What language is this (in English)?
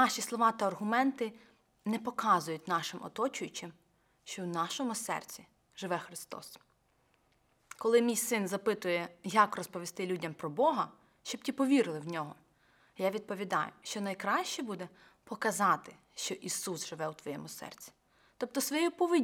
Ukrainian